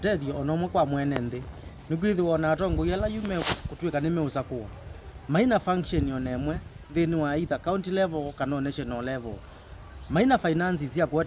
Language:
Kamba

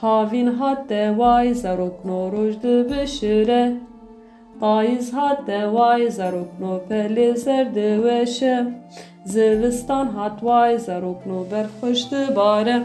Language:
Kurdish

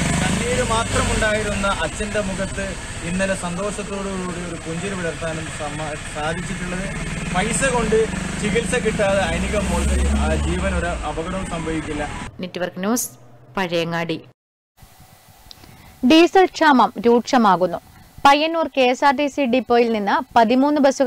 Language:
Malayalam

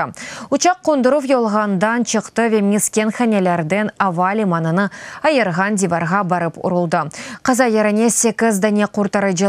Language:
Crimean Tatar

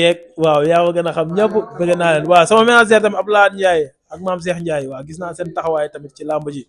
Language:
Wolof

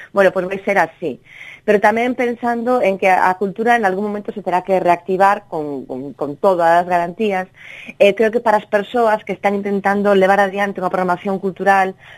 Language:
Galician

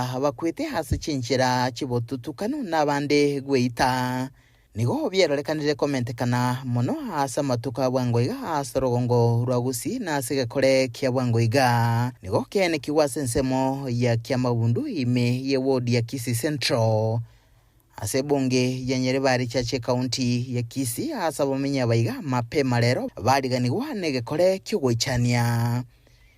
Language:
Gusii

